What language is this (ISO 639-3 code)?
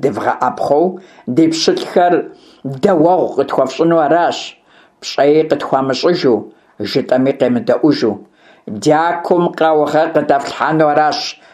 kbd